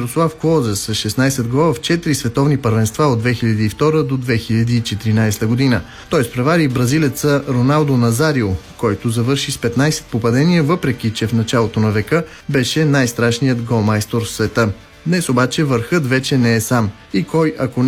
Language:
Bulgarian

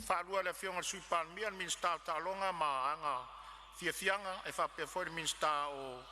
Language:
Samoan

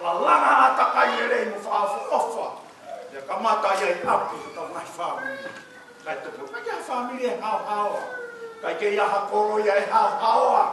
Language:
Tongan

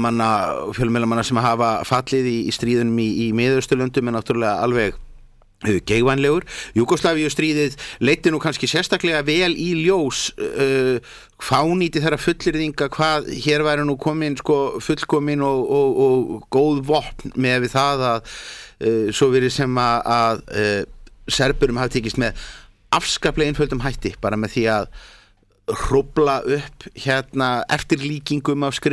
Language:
Icelandic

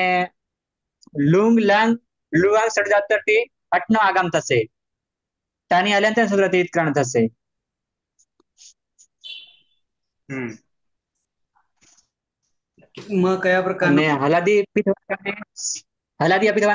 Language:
Gujarati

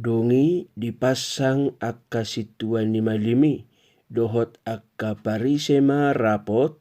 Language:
Batak Toba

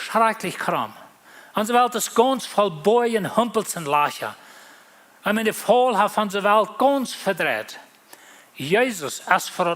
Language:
Plautdietsch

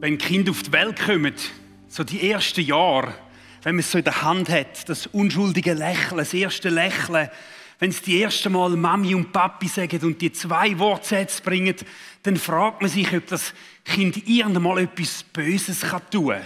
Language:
Swiss German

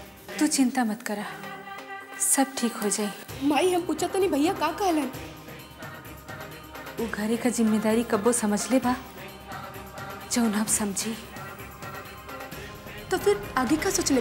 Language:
Bhojpuri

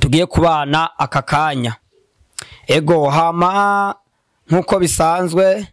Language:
Rundi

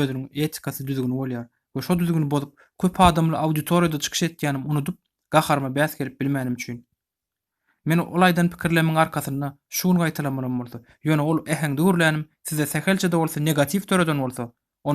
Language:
Turkmen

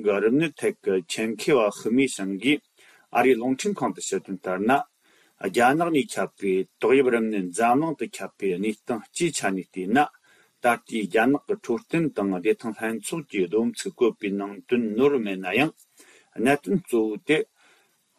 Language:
Tibetan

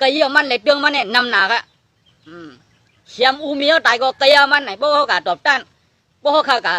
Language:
Shan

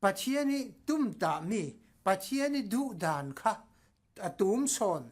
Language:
Falam Chin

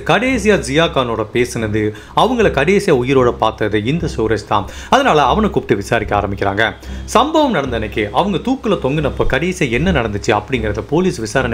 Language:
Tamil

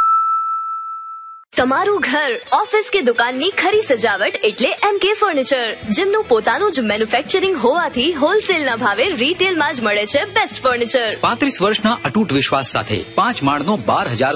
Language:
Gujarati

